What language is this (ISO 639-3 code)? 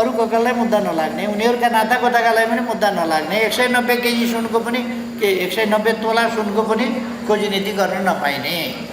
nep